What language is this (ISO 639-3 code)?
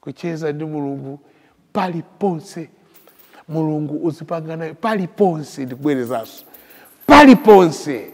nya